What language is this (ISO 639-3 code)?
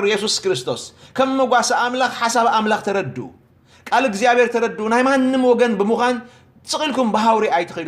tir